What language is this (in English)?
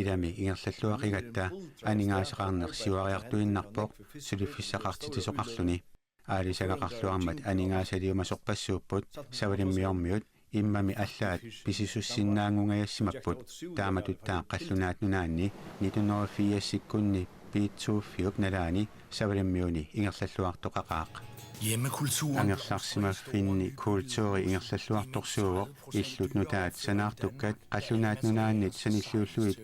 Kalaallisut